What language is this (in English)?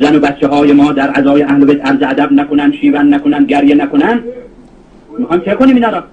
Persian